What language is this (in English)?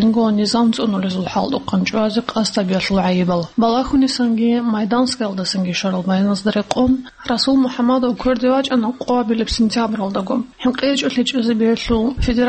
Avaric